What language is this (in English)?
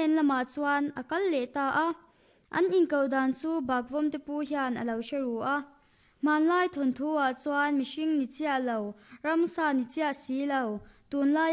Mizo